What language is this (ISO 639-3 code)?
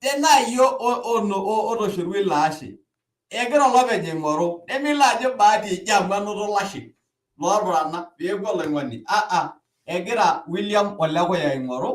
mas